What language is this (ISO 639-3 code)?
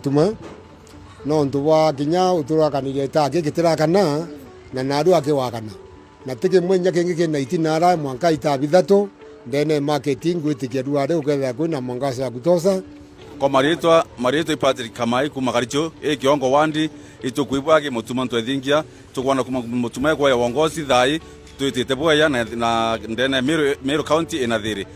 mer